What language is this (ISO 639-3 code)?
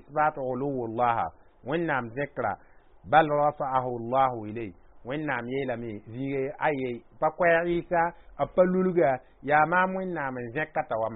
mos